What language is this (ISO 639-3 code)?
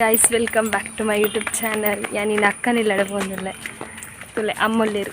tcy